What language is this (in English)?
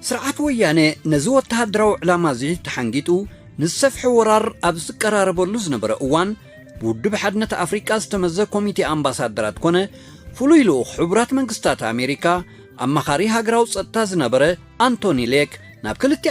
Tigrinya